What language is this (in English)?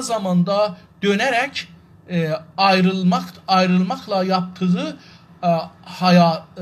South Azerbaijani